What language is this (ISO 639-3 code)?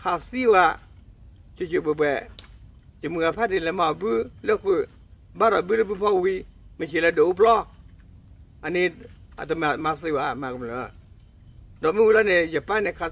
ksw